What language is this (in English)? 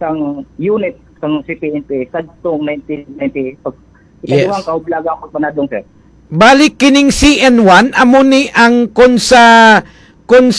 Hiligaynon